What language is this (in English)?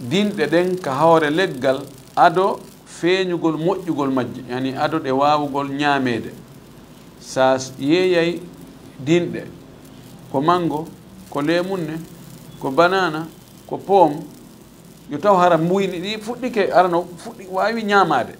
Fula